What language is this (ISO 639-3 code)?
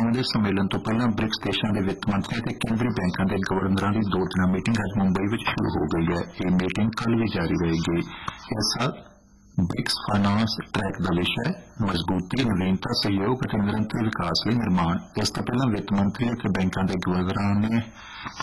pan